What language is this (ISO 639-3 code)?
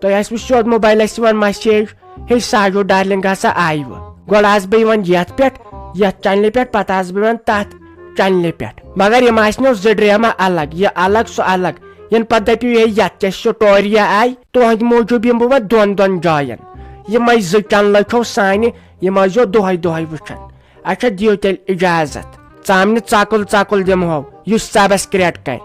kas